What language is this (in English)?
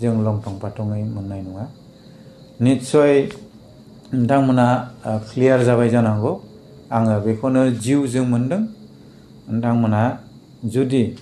Bodo